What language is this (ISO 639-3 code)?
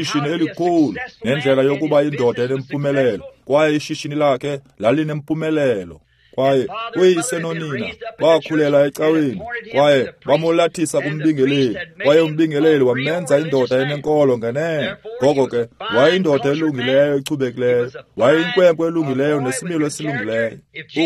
xho